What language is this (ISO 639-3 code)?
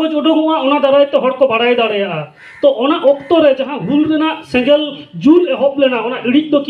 sat